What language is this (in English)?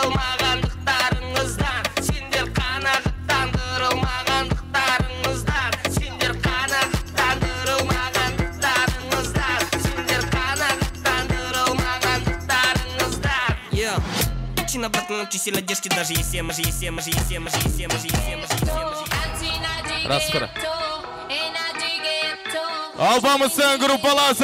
Kazakh